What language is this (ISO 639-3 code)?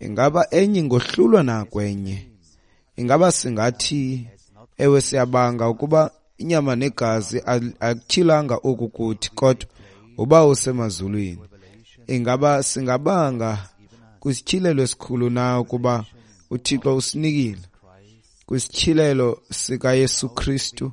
xho